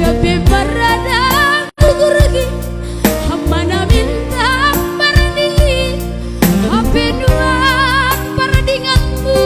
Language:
Batak Simalungun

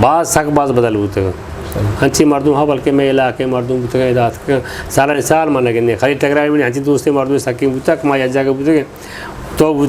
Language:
Eastern Balochi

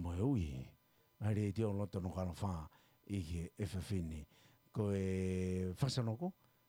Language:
Tongan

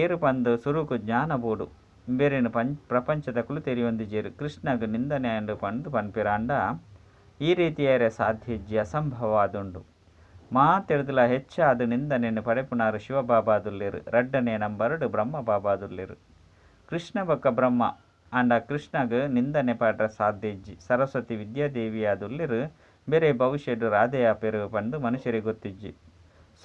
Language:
Tulu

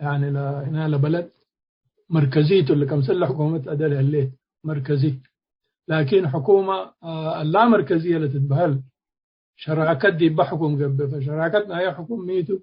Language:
Tigre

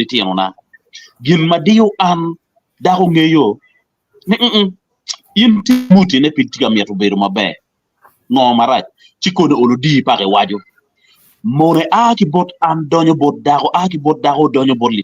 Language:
Acoli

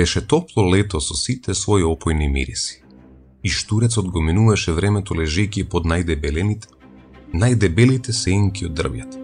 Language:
Macedonian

